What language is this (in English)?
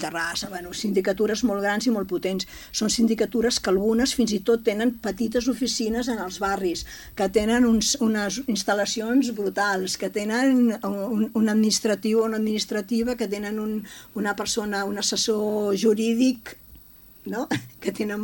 Catalan